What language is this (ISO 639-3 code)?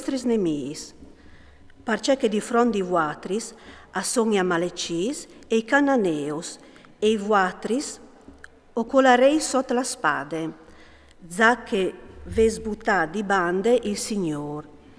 fur